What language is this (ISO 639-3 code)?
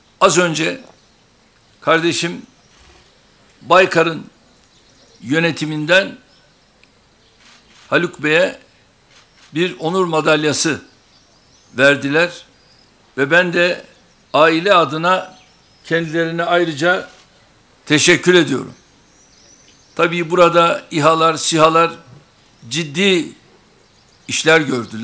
tur